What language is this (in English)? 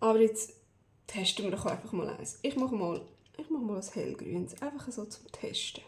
Swiss German